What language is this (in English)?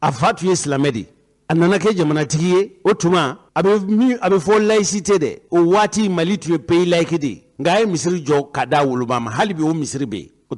Bambara